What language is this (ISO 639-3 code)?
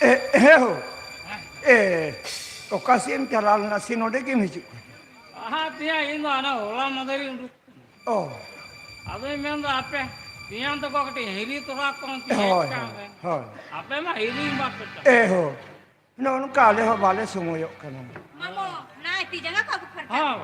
sat